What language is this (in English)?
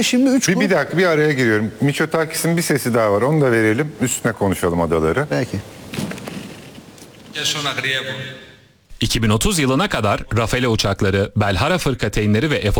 Turkish